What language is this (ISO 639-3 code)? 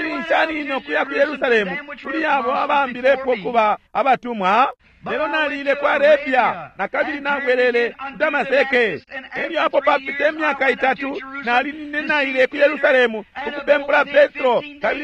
bem